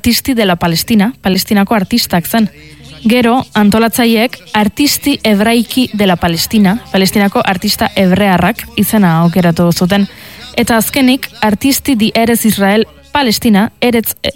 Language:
Basque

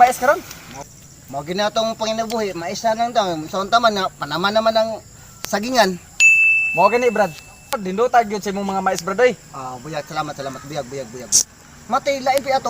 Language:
Cebuano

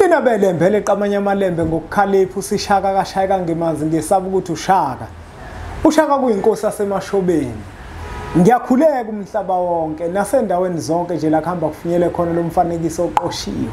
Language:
Zulu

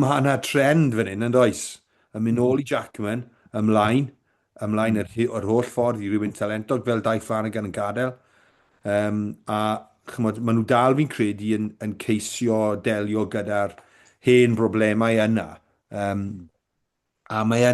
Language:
Welsh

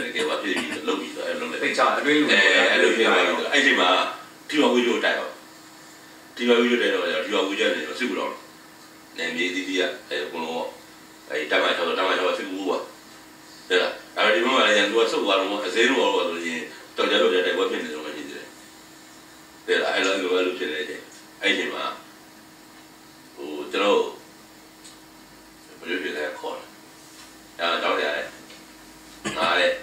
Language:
Burmese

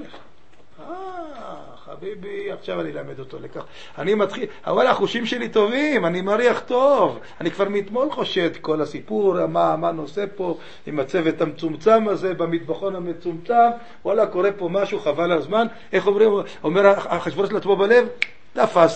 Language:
Hebrew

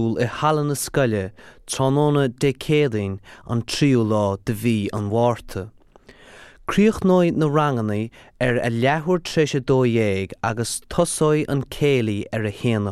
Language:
Irish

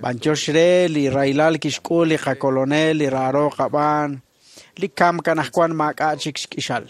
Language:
Kekchí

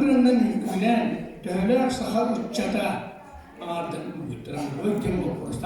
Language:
Yakut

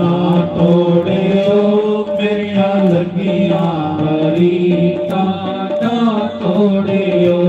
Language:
Dogri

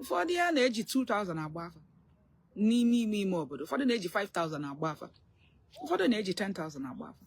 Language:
Igbo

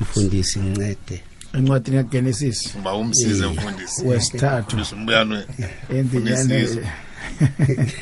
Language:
South Ndebele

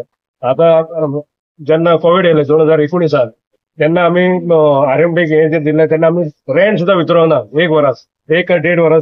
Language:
Konkani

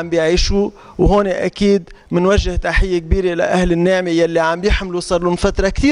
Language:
North Levantine Arabic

